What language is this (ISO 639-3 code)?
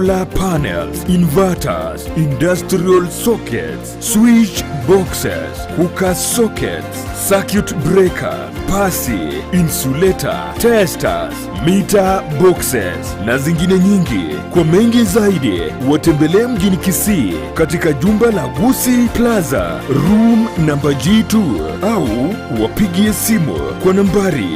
guz